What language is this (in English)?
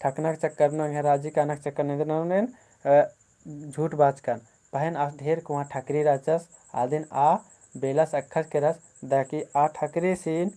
Kurukh